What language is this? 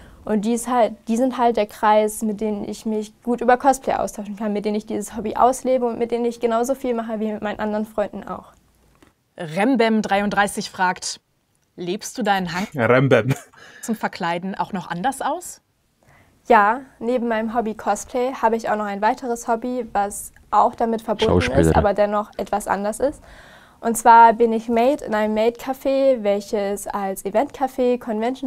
Swiss German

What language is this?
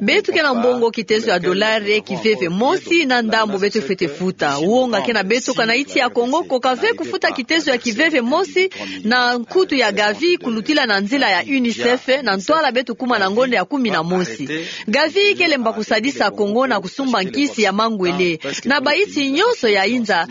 Kituba (Democratic Republic of Congo)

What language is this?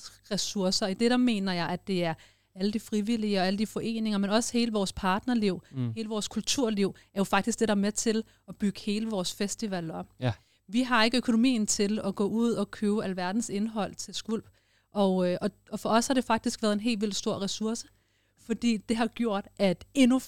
Danish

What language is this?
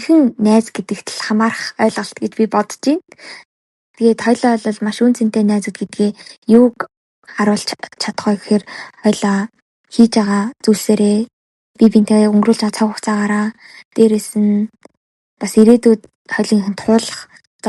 Mongolian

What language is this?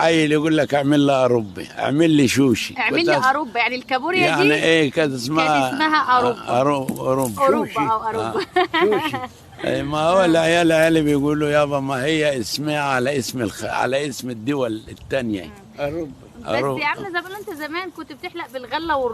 Egyptian Arabic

